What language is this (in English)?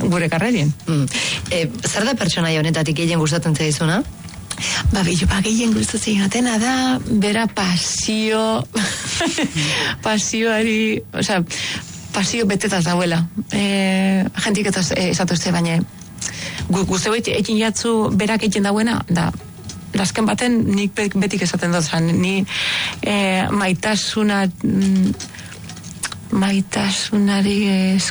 Basque